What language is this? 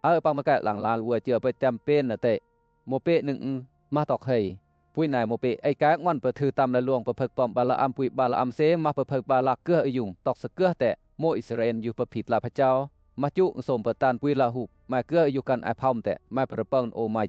Western Lawa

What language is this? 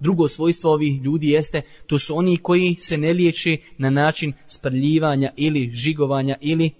Bosnian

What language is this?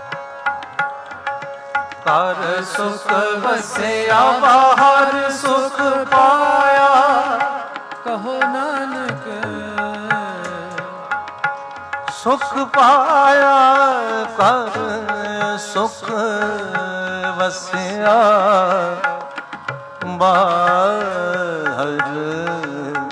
Punjabi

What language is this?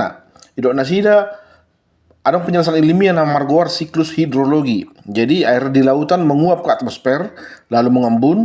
Batak Toba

